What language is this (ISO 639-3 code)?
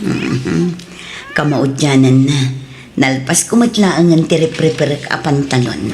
ilo